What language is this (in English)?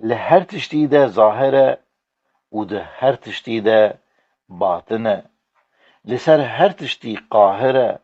Kurdish